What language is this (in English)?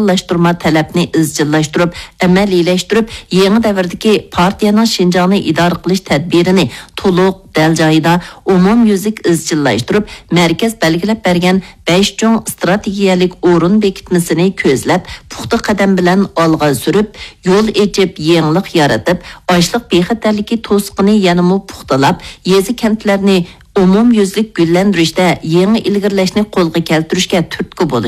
Uyghur